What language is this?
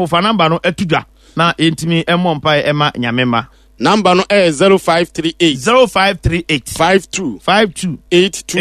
Akan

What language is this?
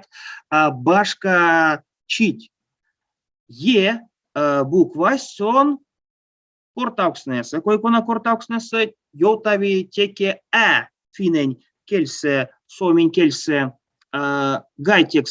Erzya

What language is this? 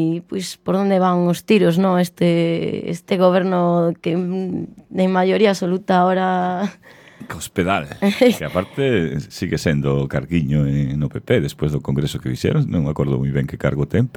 Galician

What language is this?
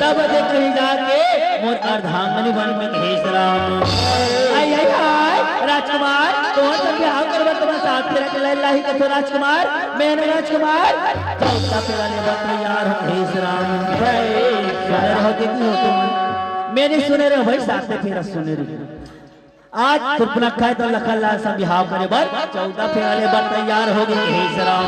Chhattisgarhi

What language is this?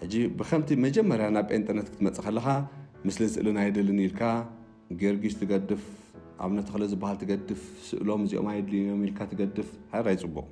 Tigrinya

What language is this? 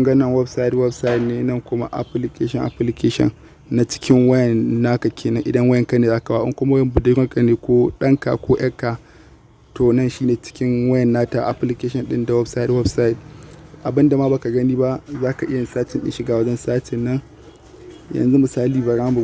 Hausa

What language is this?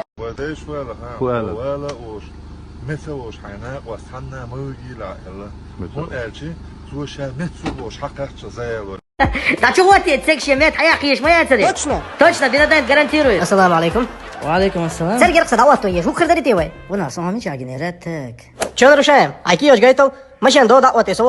Chechen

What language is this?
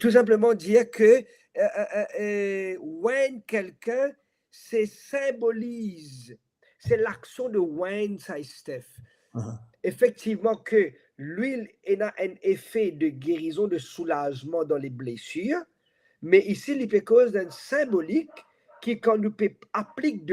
Morisyen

